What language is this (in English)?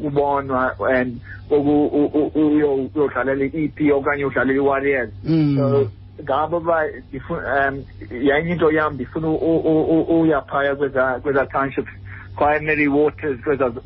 Xhosa